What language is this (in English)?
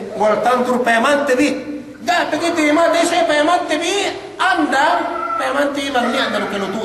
Yakan